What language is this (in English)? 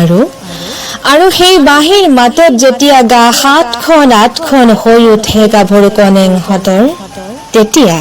Assamese